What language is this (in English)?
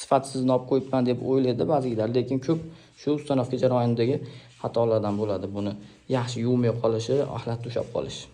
Uzbek